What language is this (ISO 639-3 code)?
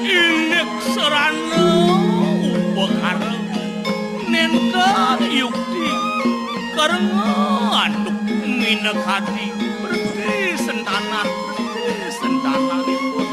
ban